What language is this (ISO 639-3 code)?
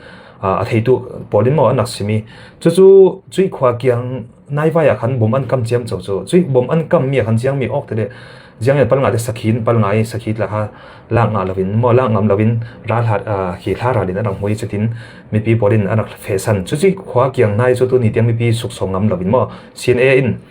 cfm